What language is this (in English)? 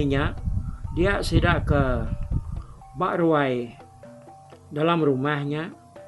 Iban